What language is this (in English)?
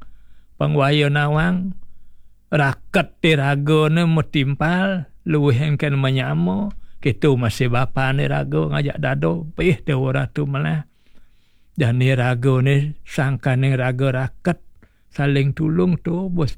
Balinese